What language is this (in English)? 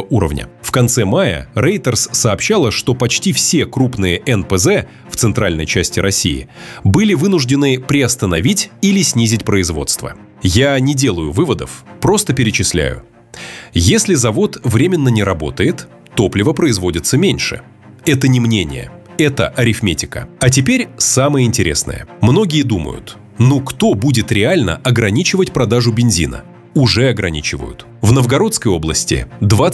Russian